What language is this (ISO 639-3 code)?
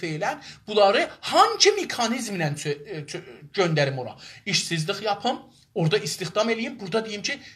azb